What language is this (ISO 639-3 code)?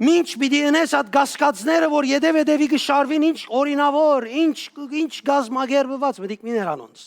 hyw